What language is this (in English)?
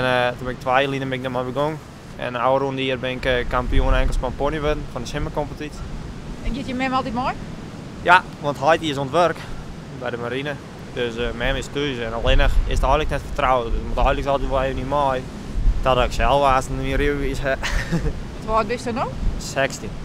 Western Frisian